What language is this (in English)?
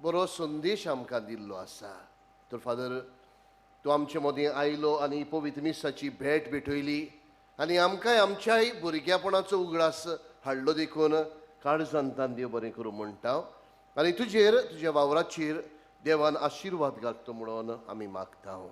Konkani